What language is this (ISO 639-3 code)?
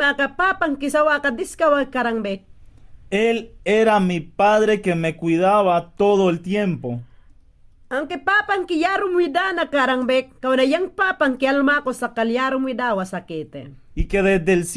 yan